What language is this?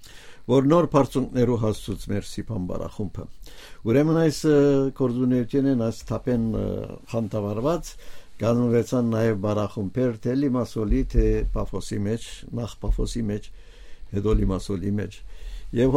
Armenian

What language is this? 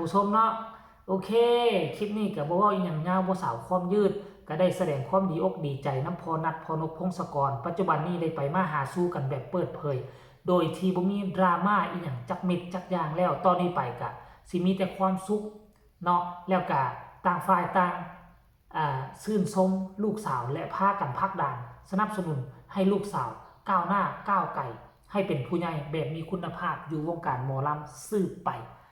Lao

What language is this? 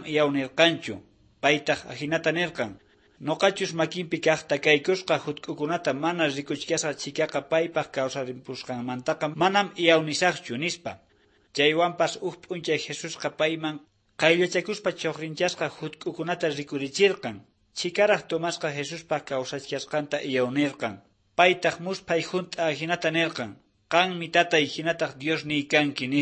South Bolivian Quechua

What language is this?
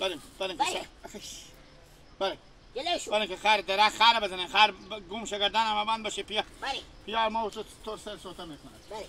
Hazaragi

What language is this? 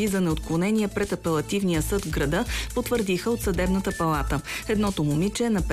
Bulgarian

